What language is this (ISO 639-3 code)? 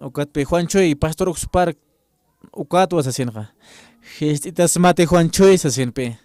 aym